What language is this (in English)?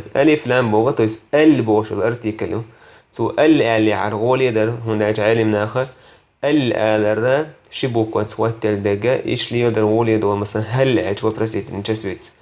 Chechen